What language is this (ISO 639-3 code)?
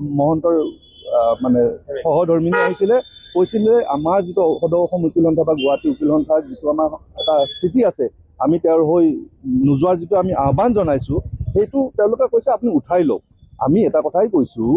asm